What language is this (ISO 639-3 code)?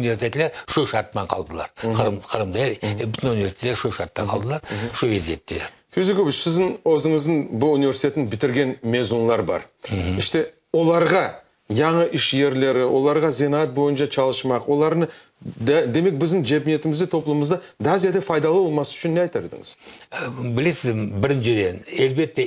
crh